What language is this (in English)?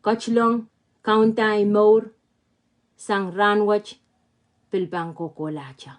Pohnpeian